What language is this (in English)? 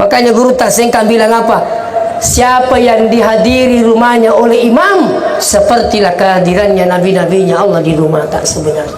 Buginese